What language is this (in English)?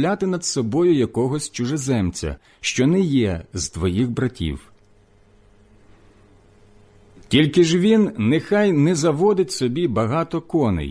Ukrainian